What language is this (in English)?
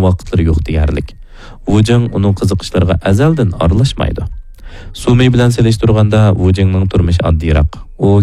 Uyghur